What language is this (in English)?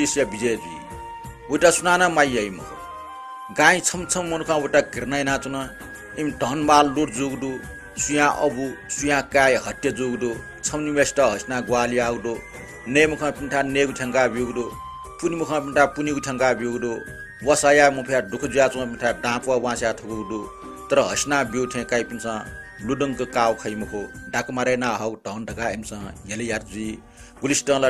Newari